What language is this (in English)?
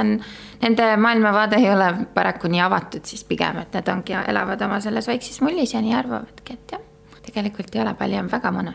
Estonian